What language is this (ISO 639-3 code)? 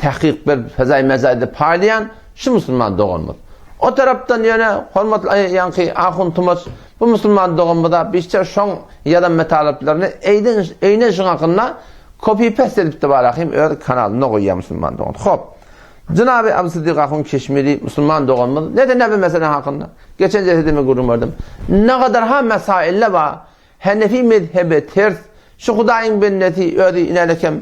tuk